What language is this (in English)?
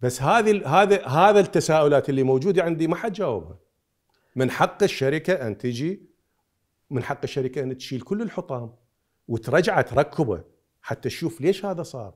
Mesopotamian Arabic